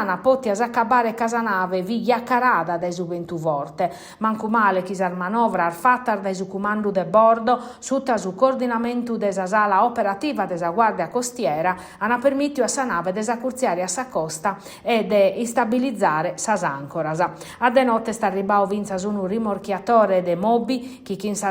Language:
Sardinian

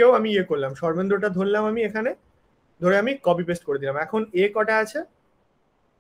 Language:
Bangla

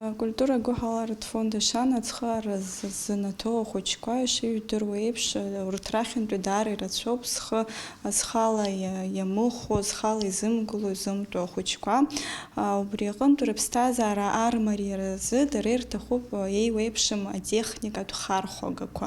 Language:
Abkhazian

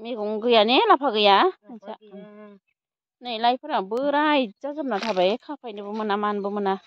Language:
Bodo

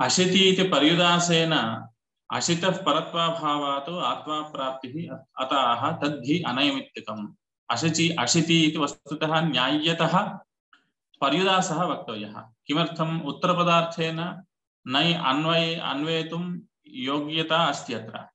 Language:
Sanskrit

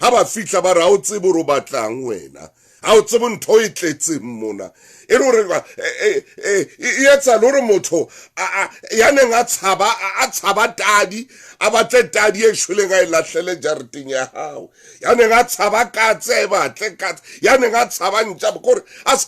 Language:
Southern Sotho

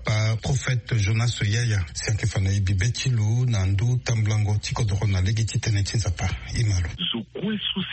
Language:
Sango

